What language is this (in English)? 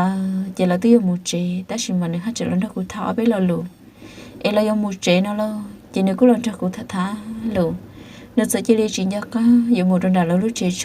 Hmong